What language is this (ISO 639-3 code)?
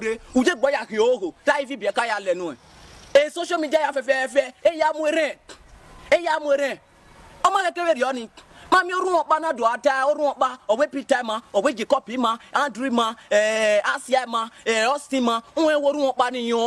pcm